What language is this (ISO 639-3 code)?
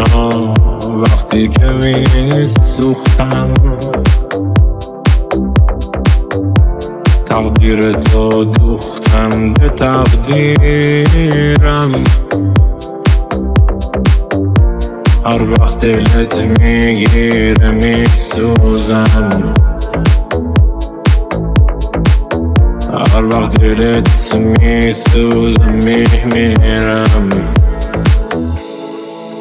fas